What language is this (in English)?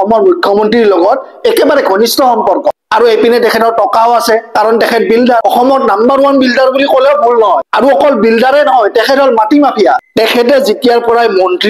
Assamese